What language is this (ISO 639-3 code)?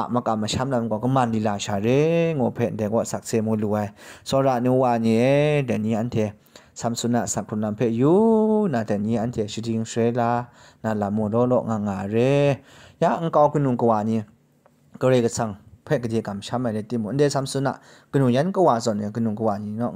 kac